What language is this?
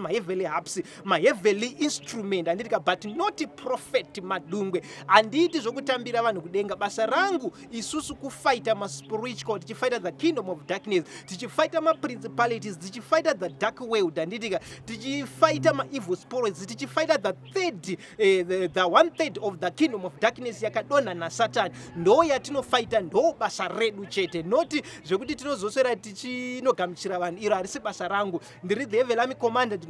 Shona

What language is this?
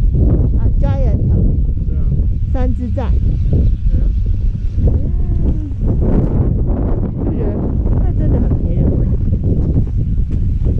Chinese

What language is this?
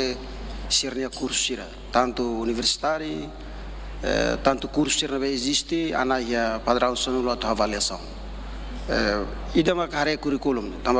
Tetum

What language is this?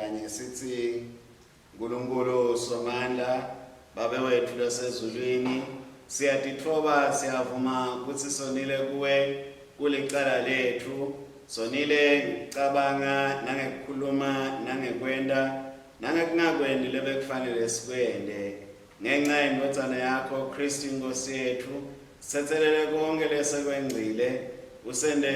Swati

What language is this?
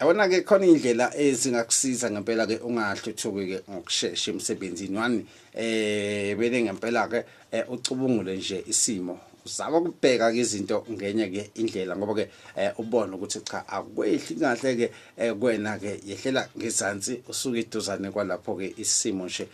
Zulu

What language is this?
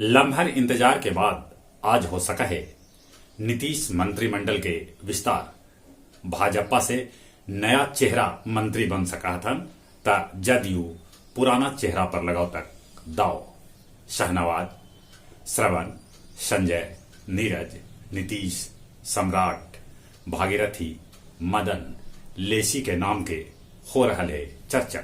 Magahi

